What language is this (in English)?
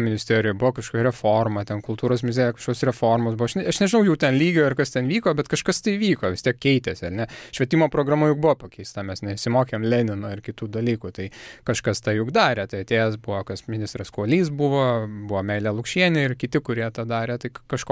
Lithuanian